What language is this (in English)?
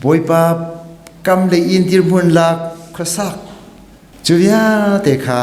Hakha Chin